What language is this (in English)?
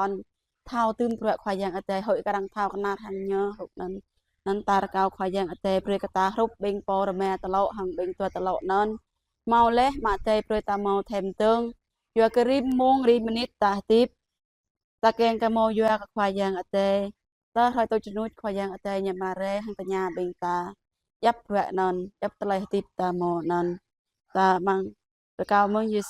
Jarai